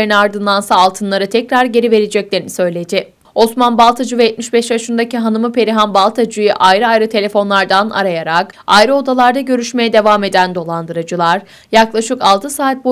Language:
Turkish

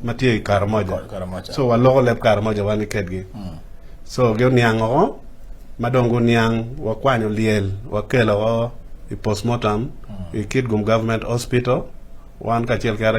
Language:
Acoli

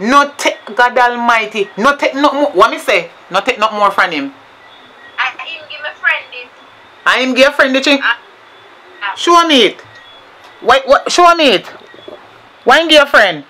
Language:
Jamaican Creole English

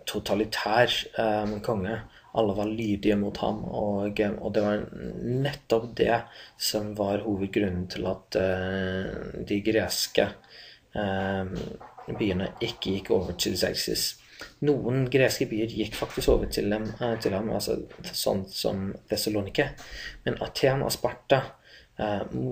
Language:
Norwegian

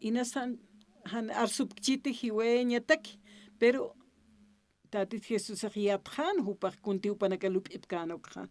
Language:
Aymara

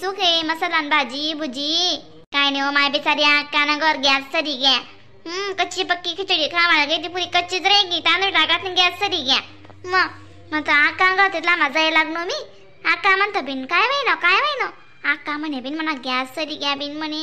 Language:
Khandesi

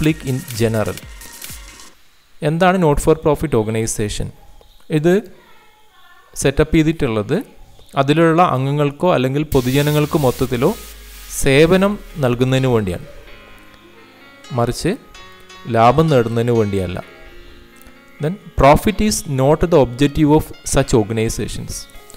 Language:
Malayalam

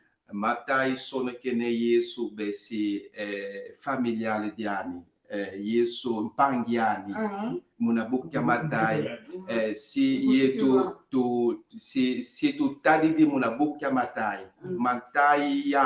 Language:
Kongo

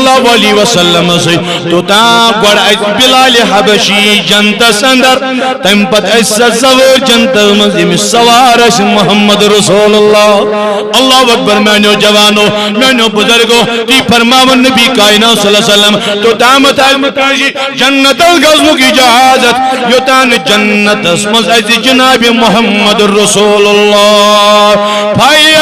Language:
Kashmiri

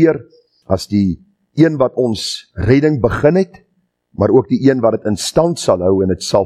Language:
Afrikaans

